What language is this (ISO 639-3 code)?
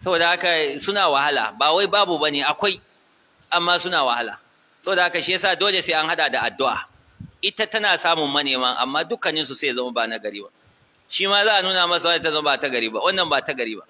hau